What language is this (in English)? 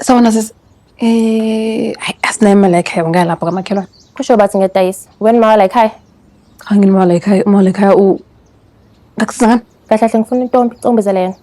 Zulu